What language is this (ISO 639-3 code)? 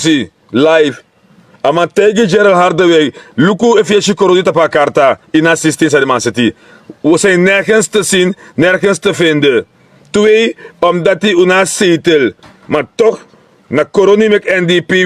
srn